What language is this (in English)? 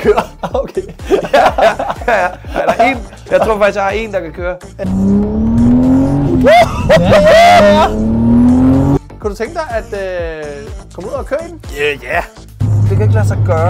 Danish